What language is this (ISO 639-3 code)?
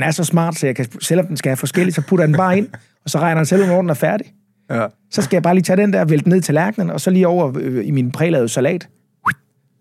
dan